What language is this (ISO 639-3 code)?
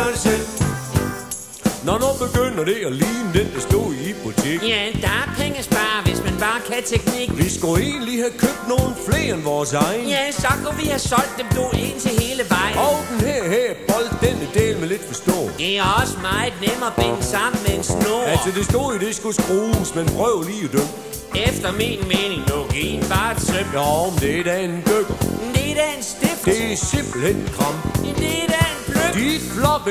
dan